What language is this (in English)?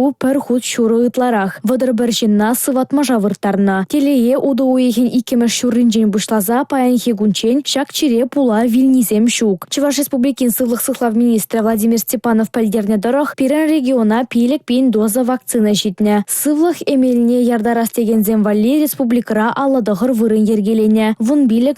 Chuvash